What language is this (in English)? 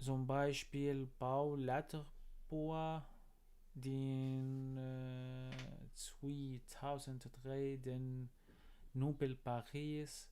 North Levantine Arabic